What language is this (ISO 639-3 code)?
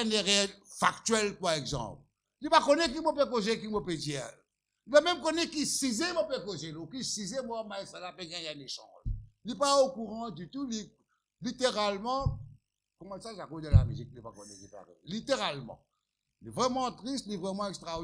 mfe